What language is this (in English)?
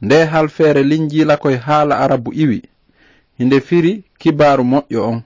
Fula